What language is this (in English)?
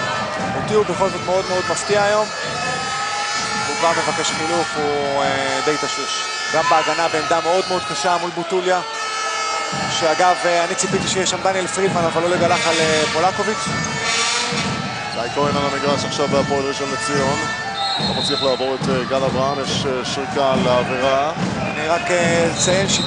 Hebrew